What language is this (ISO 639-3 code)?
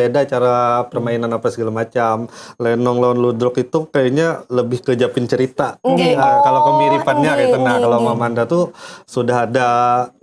bjn